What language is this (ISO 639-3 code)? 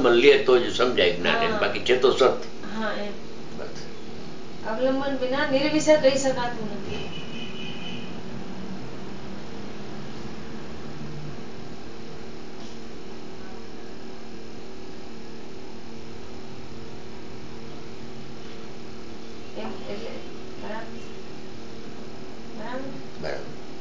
guj